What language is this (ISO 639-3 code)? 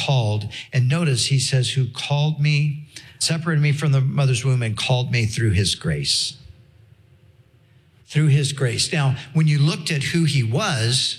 eng